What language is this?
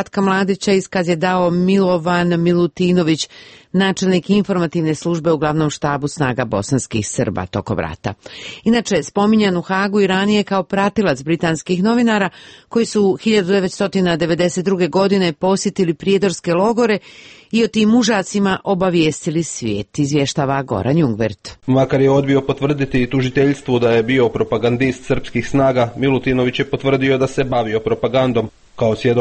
Serbian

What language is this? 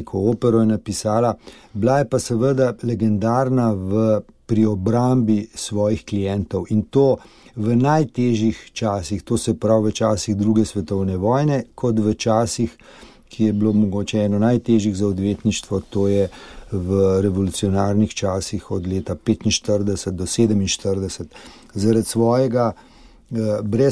Slovenian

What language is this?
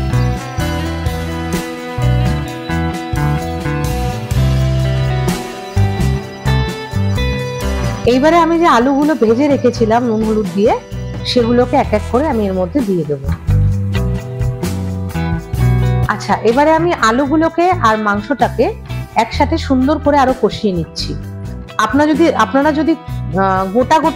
Bangla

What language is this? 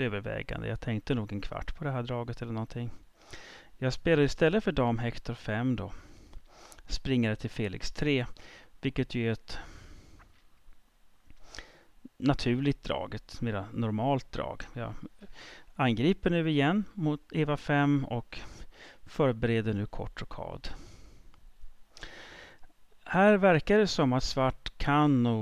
Swedish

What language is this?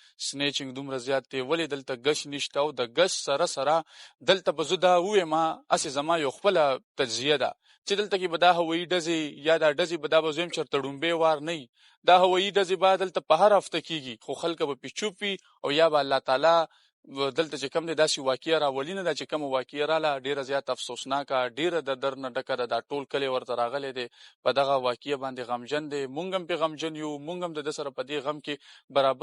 Pashto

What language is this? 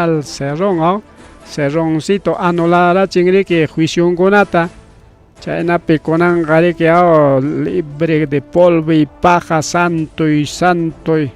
Ayacucho Quechua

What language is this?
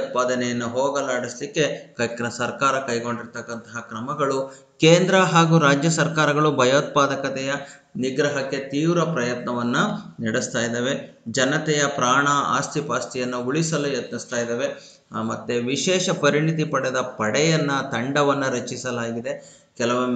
Kannada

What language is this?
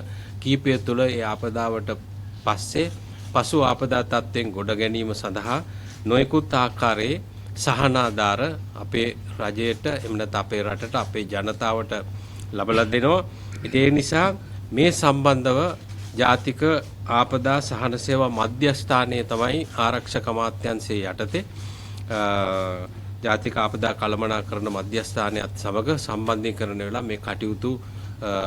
Sinhala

